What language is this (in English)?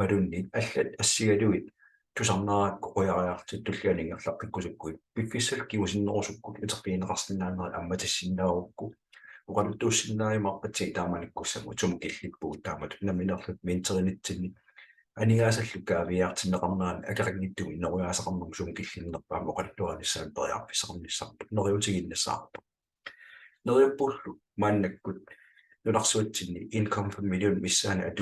Kalaallisut